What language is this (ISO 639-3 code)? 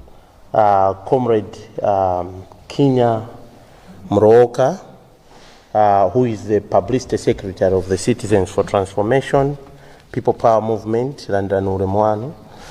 nya